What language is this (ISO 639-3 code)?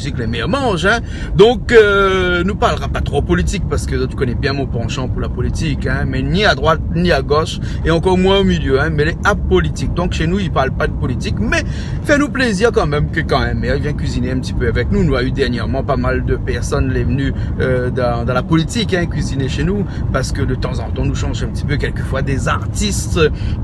rcf